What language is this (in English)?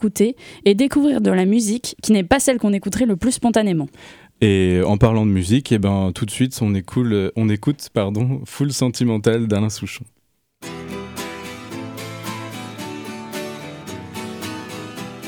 French